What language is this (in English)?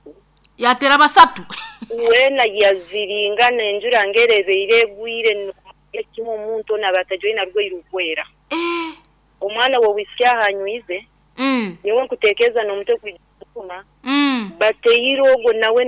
Nyankole